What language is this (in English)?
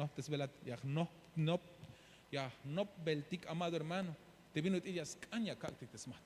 Tzeltal